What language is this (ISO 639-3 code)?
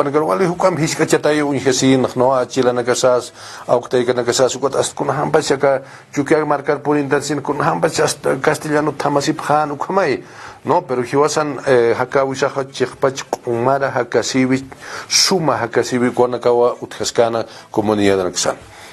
aym